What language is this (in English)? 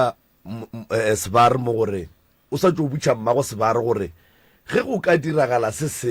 Northern Sotho